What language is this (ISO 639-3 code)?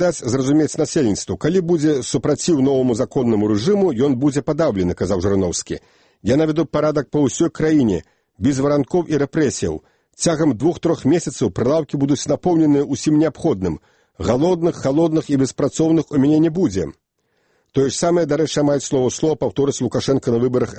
bel